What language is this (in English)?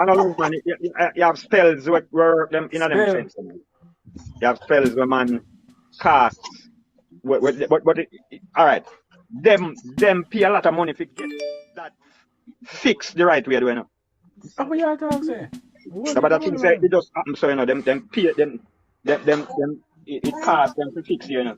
Jamaican Creole English